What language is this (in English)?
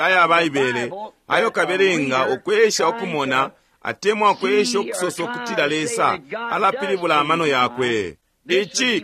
Bemba